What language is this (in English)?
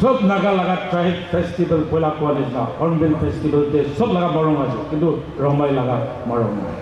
Naga Pidgin